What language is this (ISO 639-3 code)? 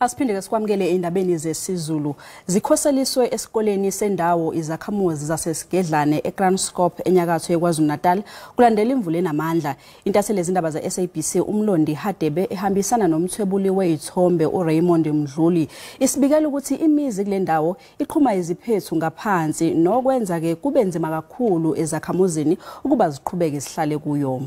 zul